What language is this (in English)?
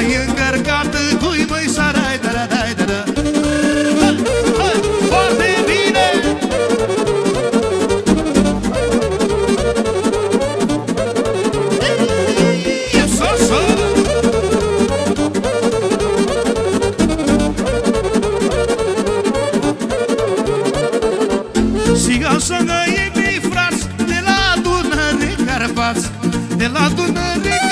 Romanian